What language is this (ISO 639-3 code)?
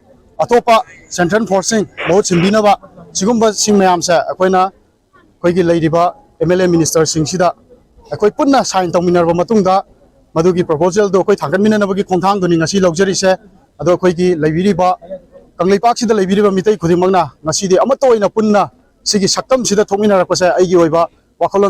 mni